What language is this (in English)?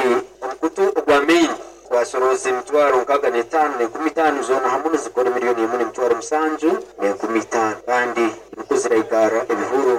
Nyoro